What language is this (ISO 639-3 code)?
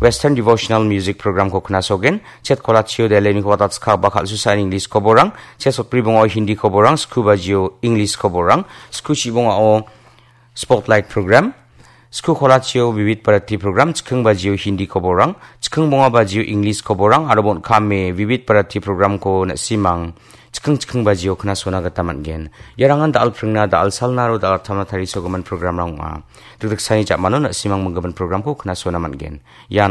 grt